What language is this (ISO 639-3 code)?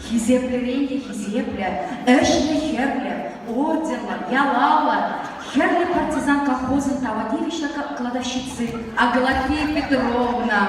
chv